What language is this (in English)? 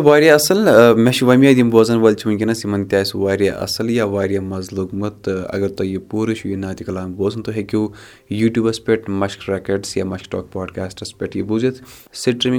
Kashmiri